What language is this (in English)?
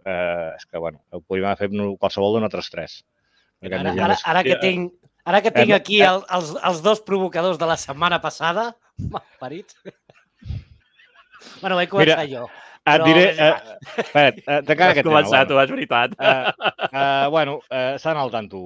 Catalan